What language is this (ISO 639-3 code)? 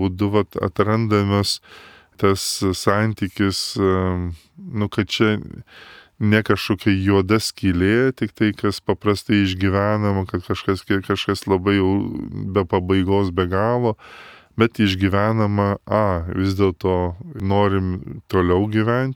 lit